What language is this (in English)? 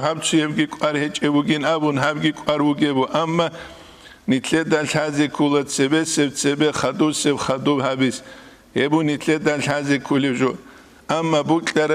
Avaric